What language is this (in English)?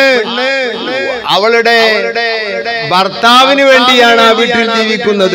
Malayalam